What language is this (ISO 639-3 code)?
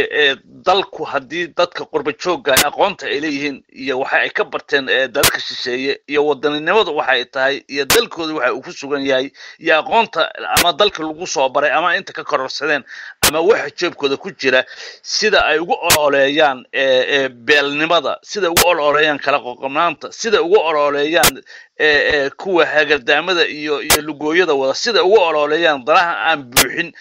som